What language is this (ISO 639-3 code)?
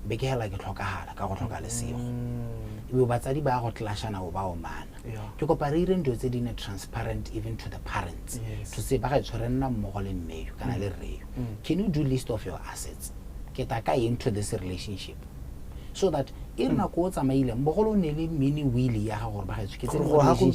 tsn